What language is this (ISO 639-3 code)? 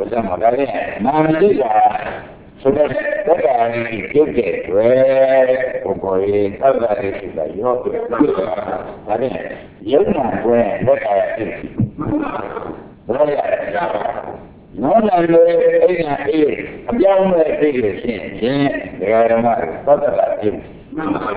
mya